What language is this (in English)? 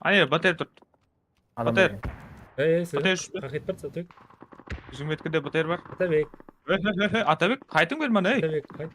Kara-Kalpak